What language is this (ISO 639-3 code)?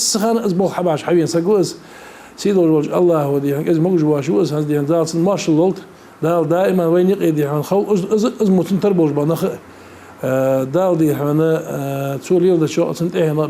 inh